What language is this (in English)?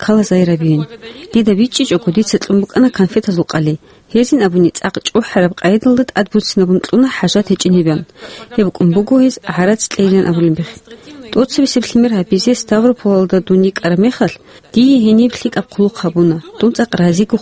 Avaric